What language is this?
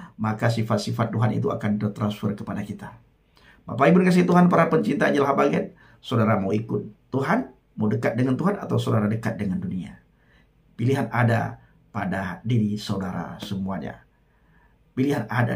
Indonesian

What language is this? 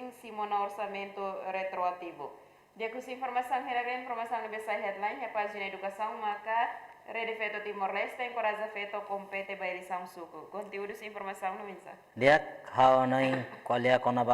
Tetum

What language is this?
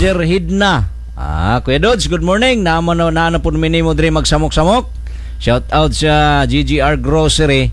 Cebuano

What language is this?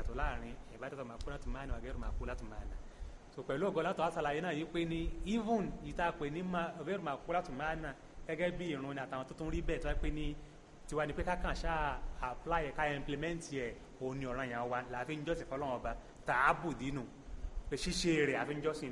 Yoruba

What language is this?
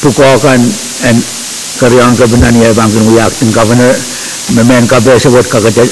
Pohnpeian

